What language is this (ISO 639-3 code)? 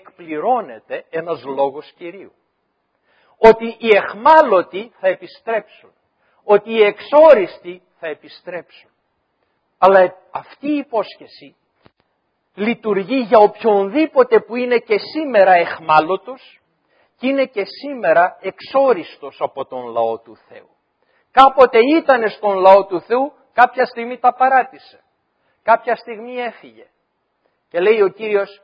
ell